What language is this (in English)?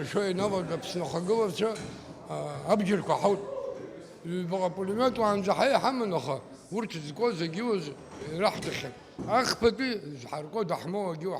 Abkhazian